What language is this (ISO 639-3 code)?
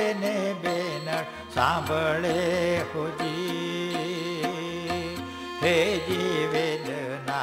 guj